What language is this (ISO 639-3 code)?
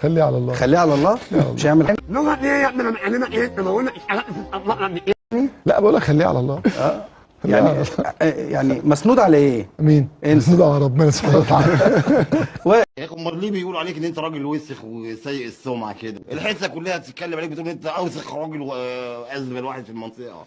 arz